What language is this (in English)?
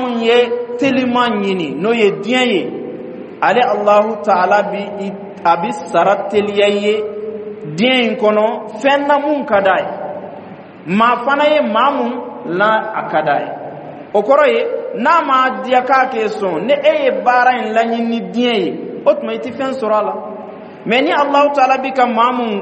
Bambara